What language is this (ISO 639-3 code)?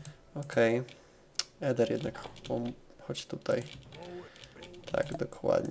pol